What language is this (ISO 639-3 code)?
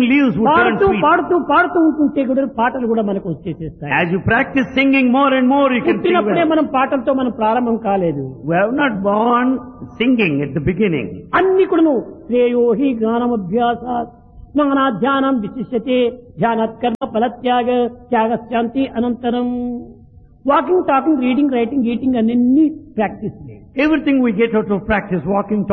tel